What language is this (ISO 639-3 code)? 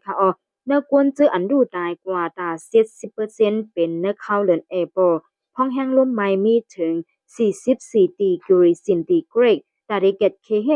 shn